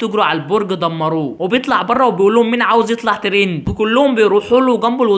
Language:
Egyptian Arabic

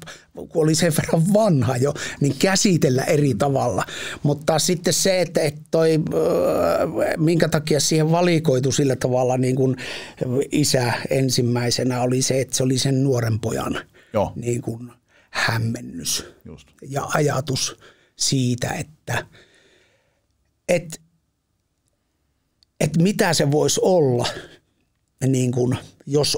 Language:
Finnish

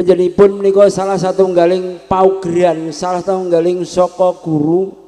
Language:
Javanese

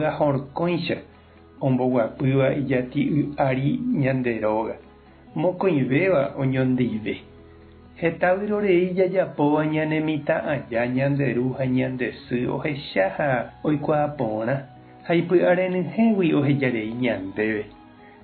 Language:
Guarani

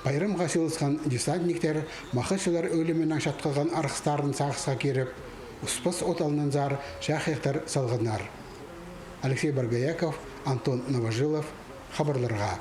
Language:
Khakas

